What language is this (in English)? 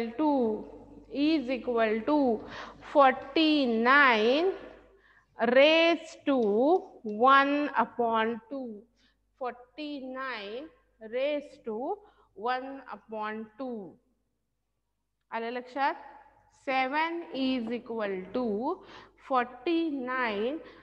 Marathi